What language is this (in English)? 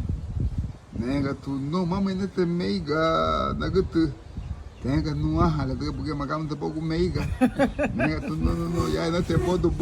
Garifuna